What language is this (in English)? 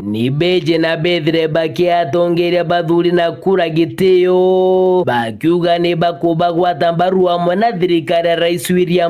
Meru